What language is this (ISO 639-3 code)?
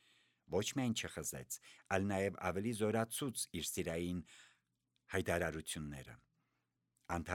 hye